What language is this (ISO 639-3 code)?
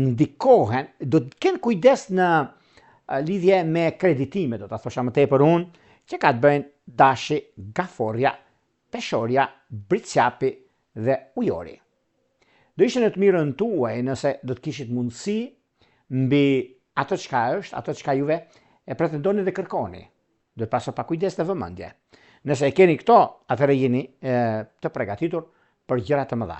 sqi